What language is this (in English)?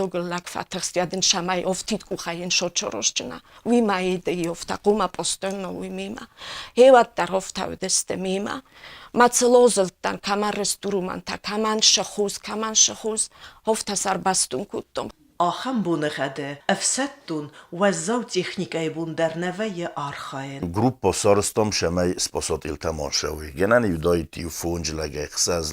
Ossetic